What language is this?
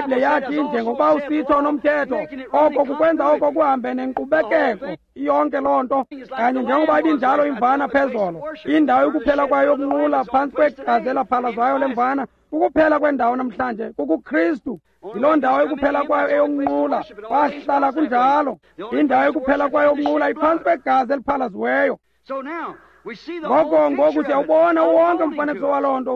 Xhosa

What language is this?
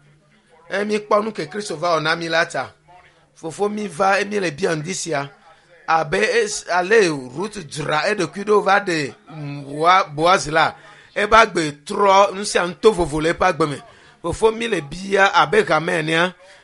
Ewe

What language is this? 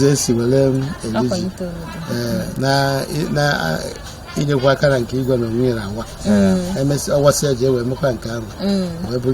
Igbo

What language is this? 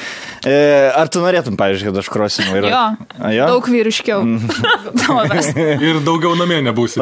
Lithuanian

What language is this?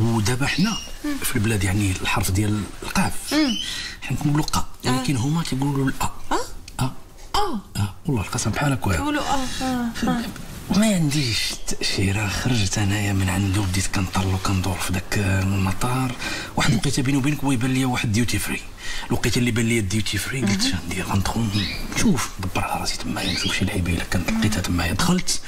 Moroccan Arabic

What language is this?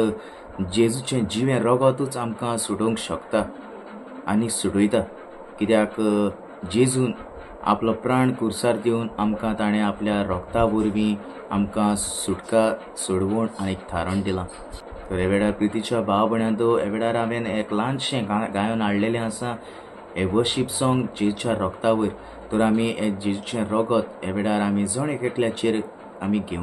Konkani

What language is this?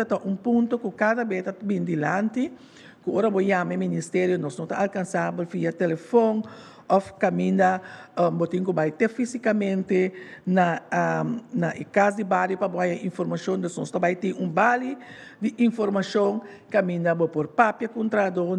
Papiamento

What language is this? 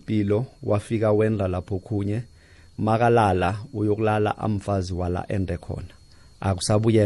South Ndebele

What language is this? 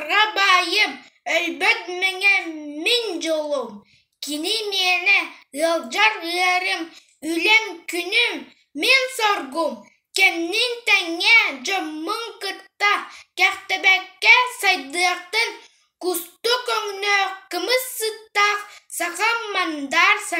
Yakut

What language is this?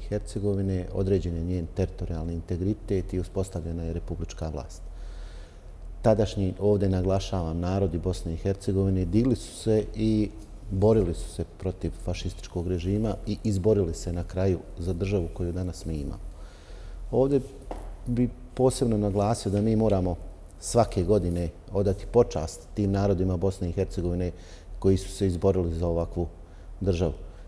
Bosnian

